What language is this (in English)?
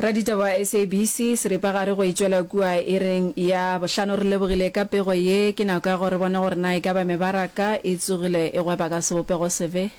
Northern Sotho